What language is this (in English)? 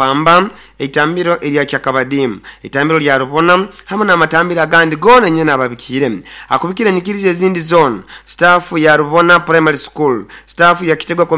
Nyoro